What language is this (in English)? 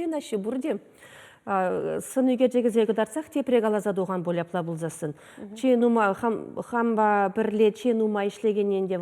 Chuvash